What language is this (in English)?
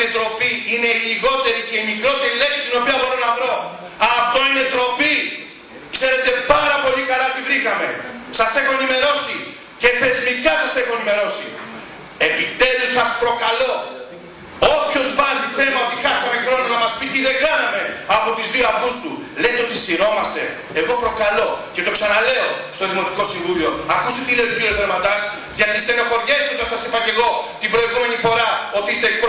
Greek